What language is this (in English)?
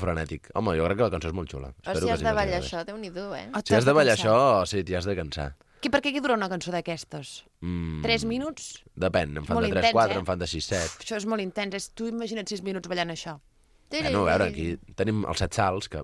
Catalan